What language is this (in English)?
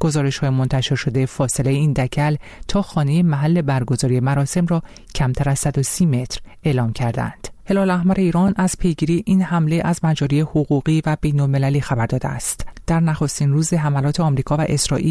Persian